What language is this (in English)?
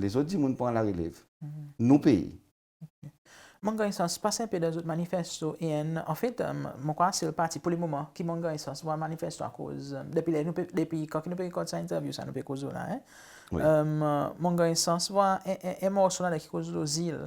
Seselwa Creole French